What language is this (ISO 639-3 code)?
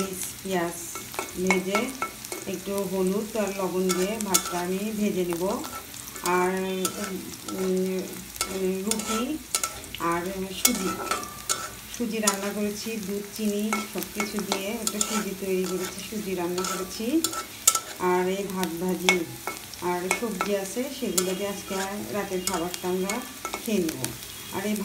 ben